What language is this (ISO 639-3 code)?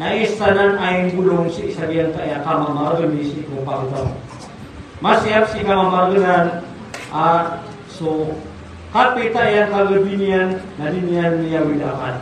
mrw